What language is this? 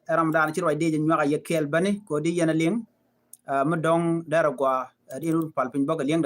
Nuer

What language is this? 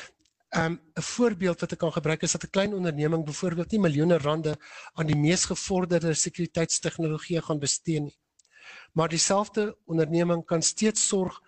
Afrikaans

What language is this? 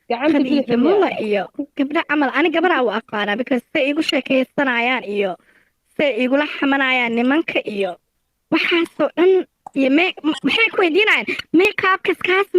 Somali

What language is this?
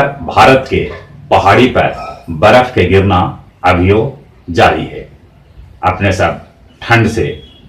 Magahi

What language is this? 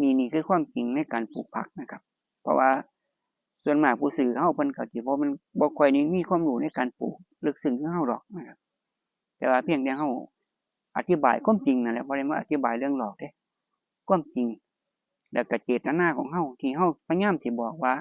Northeastern Thai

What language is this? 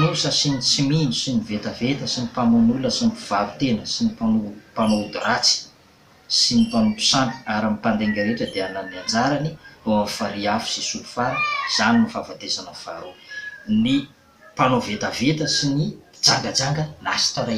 Malagasy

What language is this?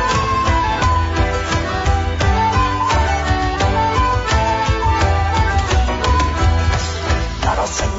Greek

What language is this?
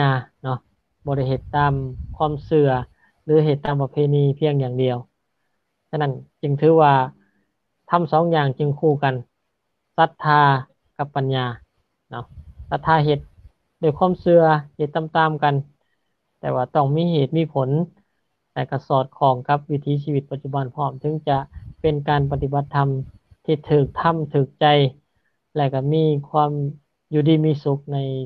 Lao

